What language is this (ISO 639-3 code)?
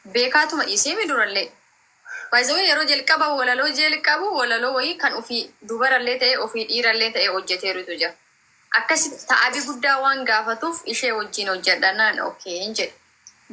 orm